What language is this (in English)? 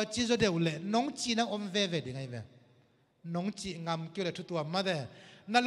Tedim Chin